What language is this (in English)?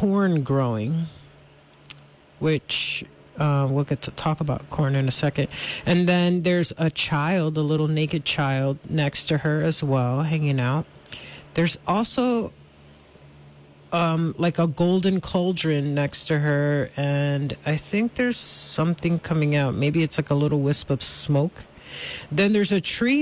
English